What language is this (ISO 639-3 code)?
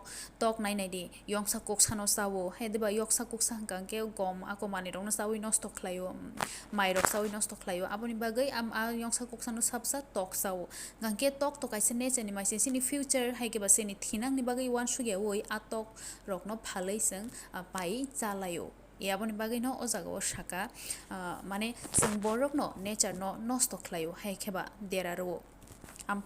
trp